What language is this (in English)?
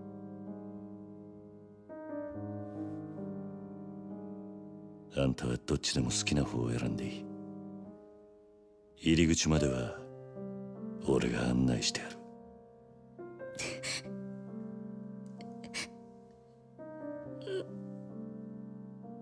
Japanese